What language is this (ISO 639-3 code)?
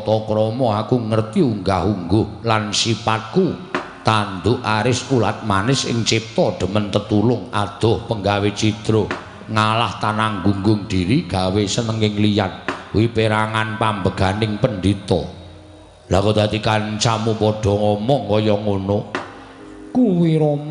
jav